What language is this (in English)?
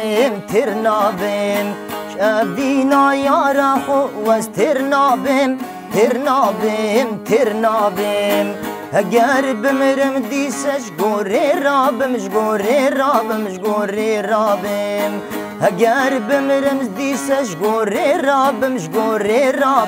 Kurdish